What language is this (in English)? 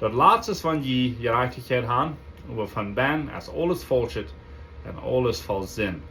Plautdietsch